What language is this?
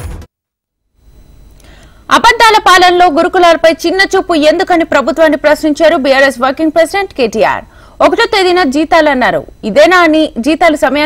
Telugu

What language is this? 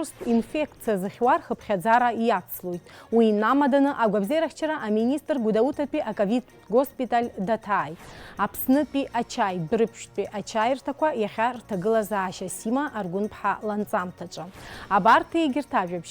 Abkhazian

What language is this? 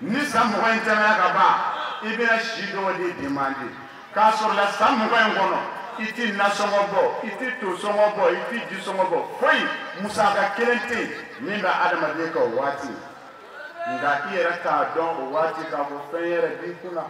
Bambara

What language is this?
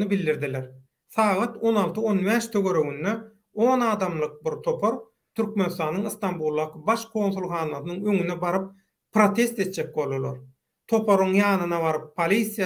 Turkmen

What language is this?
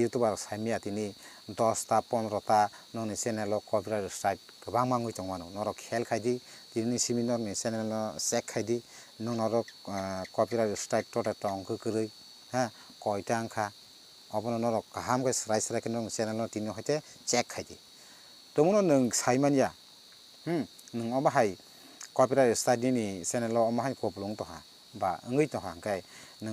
Kok Borok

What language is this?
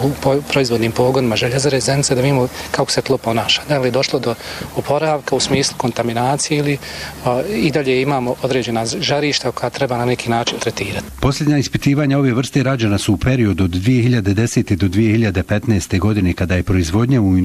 Bosnian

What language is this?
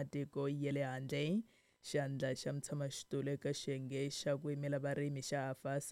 Tsonga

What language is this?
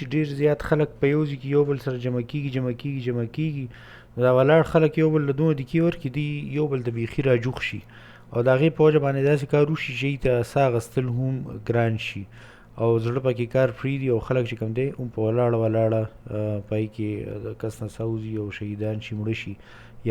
Pashto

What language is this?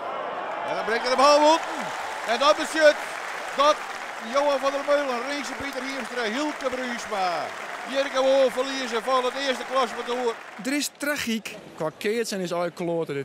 Western Frisian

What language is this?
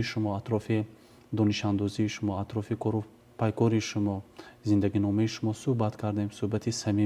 Tajik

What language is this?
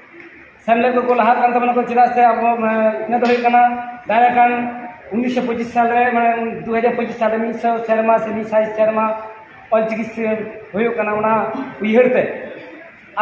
Santali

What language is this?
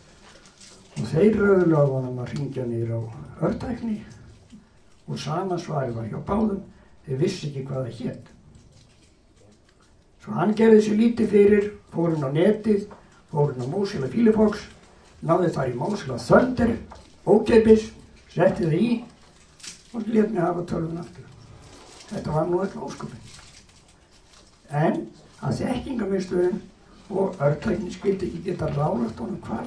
Icelandic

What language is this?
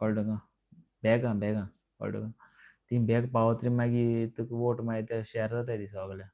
Konkani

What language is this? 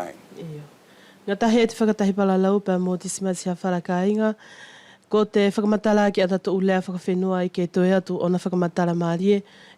Wallisian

